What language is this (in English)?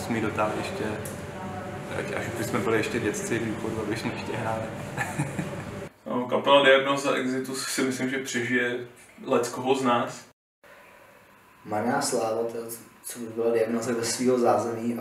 Czech